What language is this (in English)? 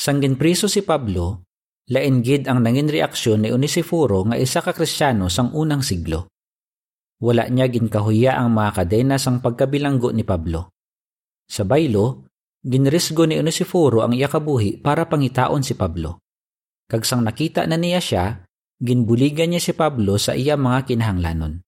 Hiligaynon